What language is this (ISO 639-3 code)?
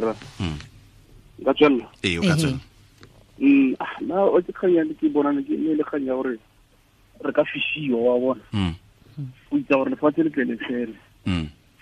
tsn